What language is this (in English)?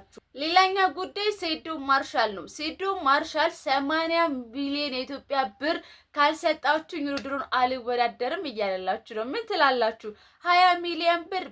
Amharic